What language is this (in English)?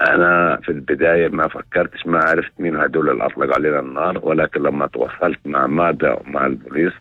North Levantine Arabic